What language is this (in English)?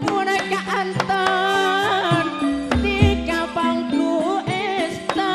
Madurese